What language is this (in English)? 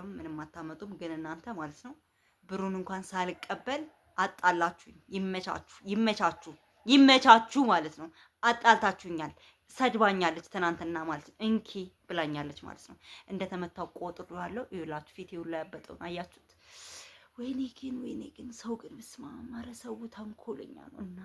Amharic